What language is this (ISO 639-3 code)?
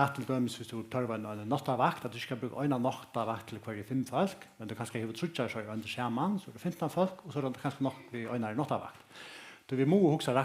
fao